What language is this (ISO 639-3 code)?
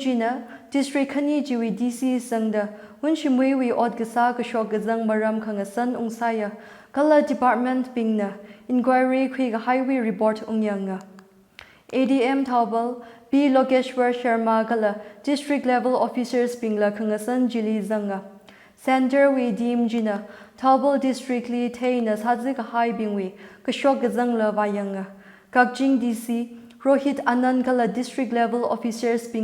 nmf